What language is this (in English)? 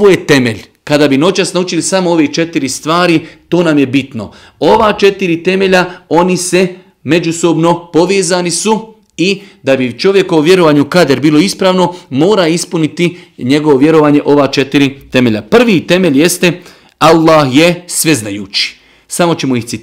Bosnian